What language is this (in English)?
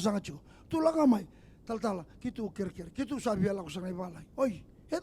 Fijian